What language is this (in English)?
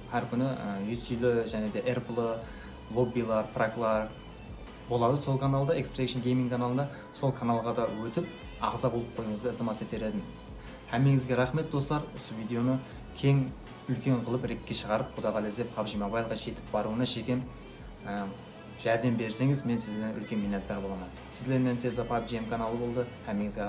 Kara-Kalpak